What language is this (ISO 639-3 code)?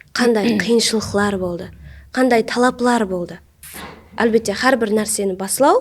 kaa